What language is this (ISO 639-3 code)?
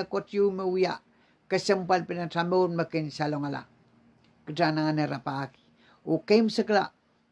pon